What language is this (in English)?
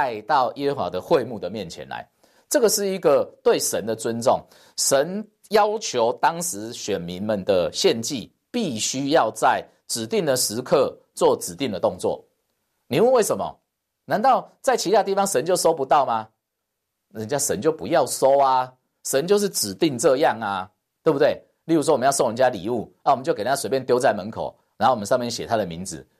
Chinese